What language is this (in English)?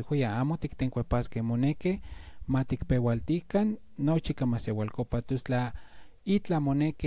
Central Nahuatl